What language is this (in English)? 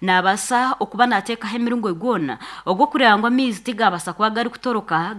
Nyankole